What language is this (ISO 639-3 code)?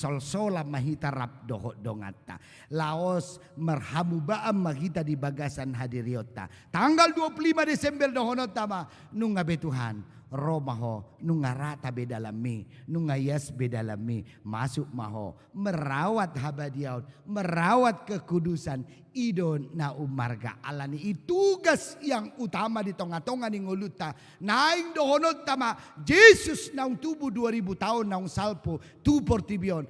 bbc